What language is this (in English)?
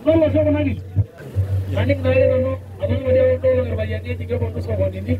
Masai